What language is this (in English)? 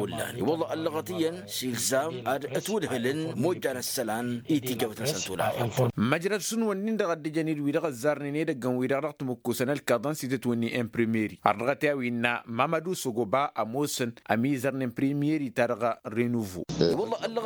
Tamasheq